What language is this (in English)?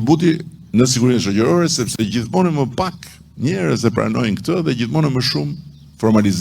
Albanian